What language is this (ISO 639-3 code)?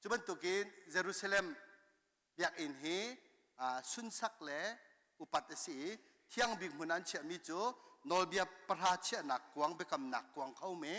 cnh